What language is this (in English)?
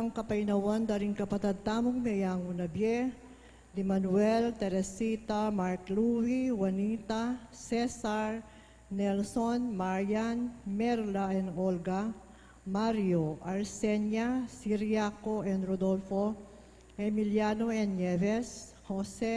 Pampanga